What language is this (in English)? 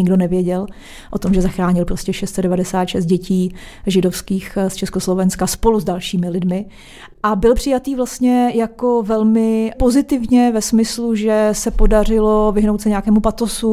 Czech